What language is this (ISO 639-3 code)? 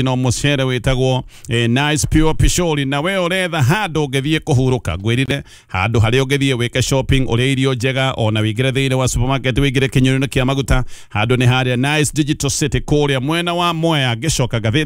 kik